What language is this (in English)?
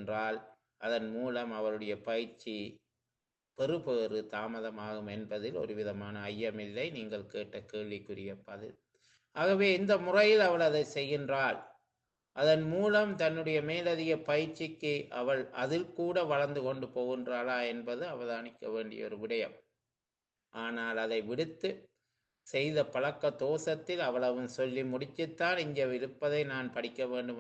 Tamil